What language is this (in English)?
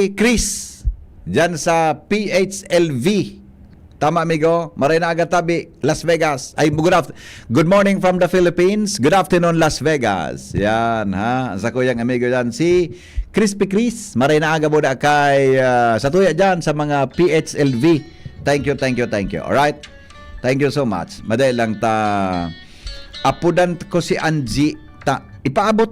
Bikol